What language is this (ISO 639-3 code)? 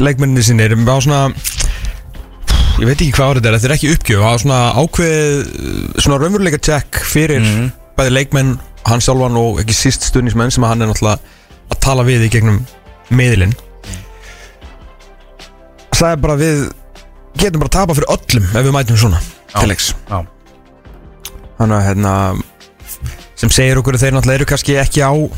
isl